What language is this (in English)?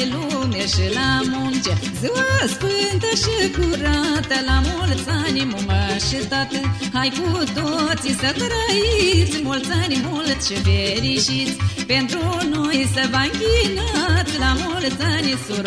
Romanian